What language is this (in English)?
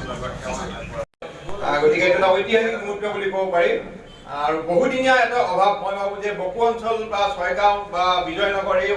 Assamese